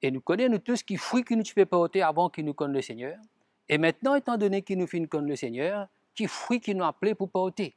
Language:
Morisyen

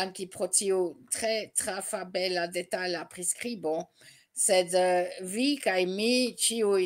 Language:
Esperanto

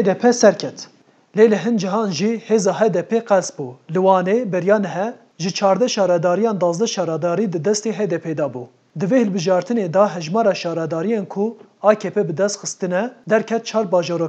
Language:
Kurdish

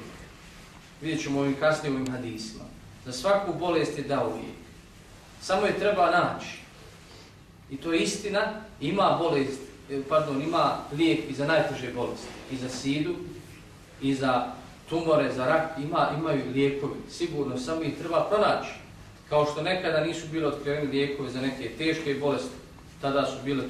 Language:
Bosnian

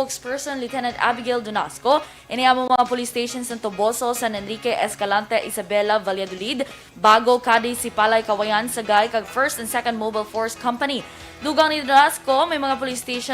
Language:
Hiligaynon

